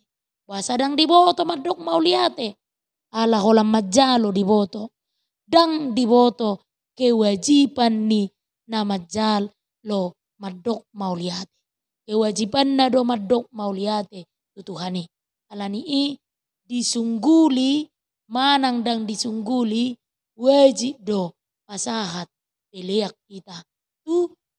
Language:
Batak Toba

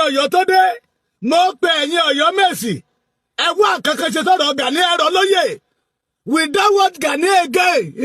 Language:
Yoruba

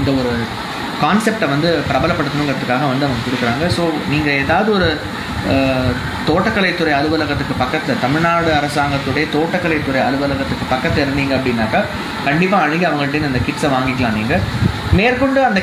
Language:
Tamil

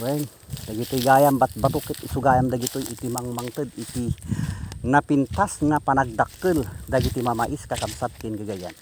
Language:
Iloko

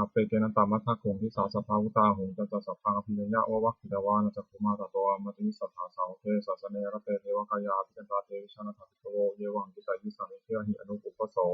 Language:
Pali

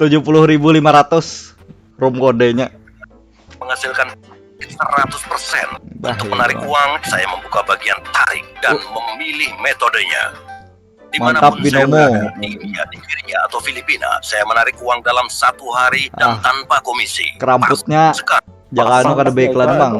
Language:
Banjar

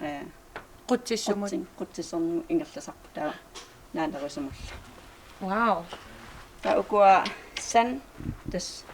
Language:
Kalaallisut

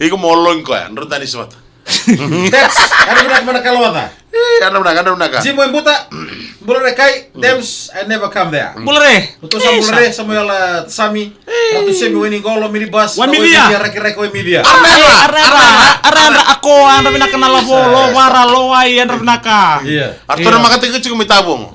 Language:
Fijian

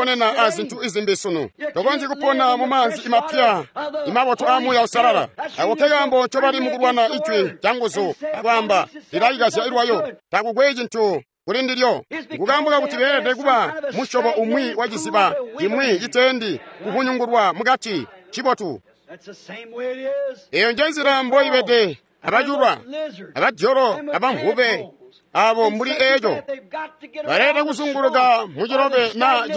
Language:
Tonga (Zambia)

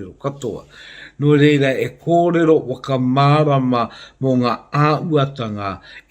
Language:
Māori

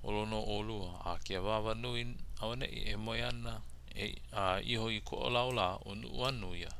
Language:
Hawaiian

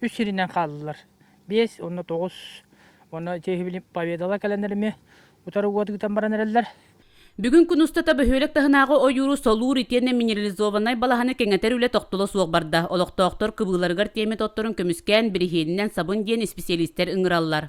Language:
Yakut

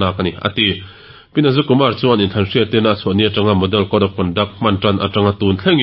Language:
Mizo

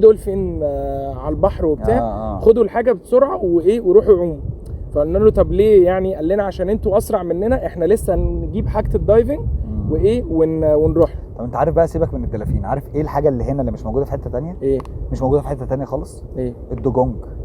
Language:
Egyptian Arabic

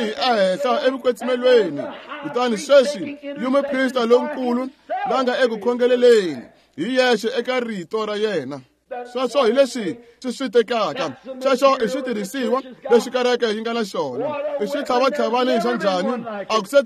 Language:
Tsonga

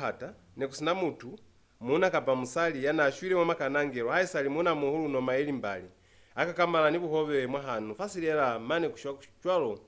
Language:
Lozi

